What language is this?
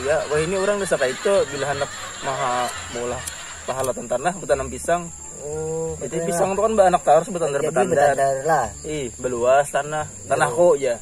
Banjar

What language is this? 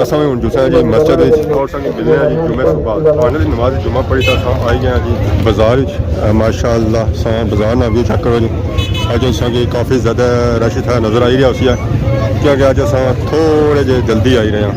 Pahari-Potwari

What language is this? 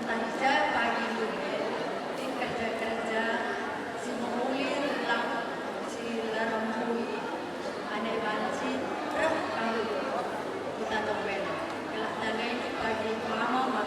Batak Karo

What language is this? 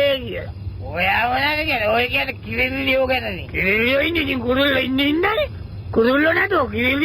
Sinhala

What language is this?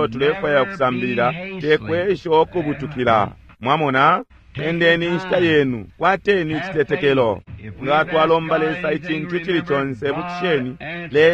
Bemba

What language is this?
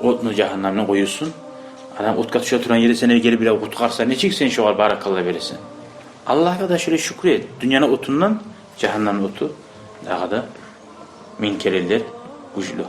Kumyk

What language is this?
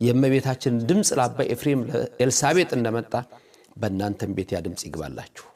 Amharic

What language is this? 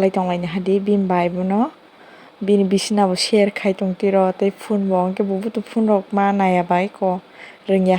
Kok Borok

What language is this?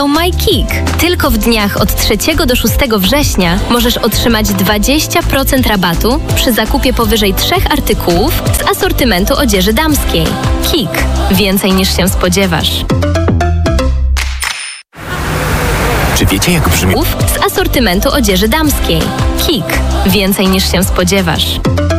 Polish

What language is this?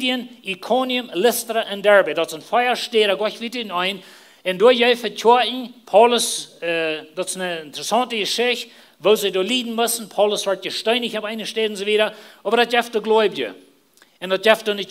Plautdietsch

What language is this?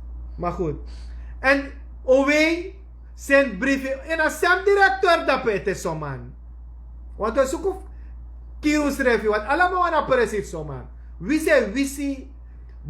Sranan Tongo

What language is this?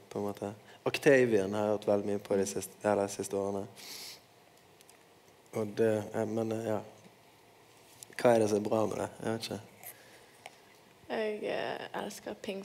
Norwegian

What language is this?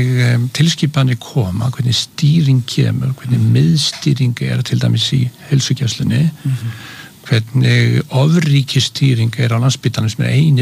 Icelandic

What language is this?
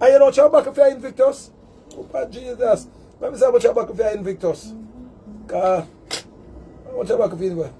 Jamaican Creole English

